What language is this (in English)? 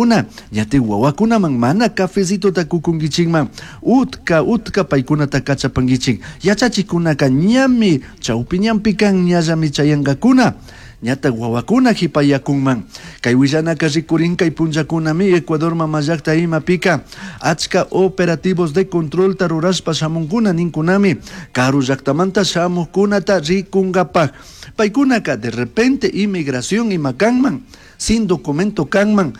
Chimborazo Highland Quichua